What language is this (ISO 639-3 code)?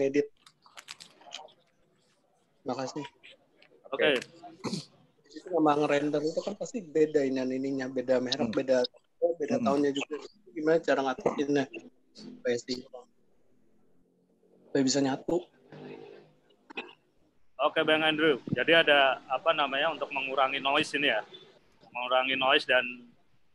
ind